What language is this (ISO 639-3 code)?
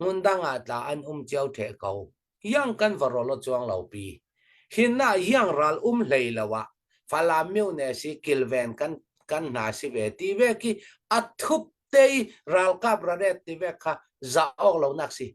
cfm